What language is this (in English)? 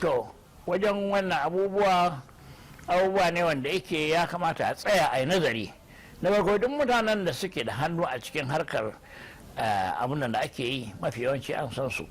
Hausa